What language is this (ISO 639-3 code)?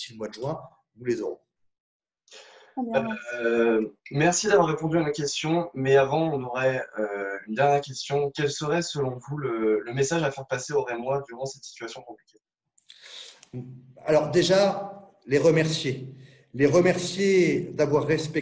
fra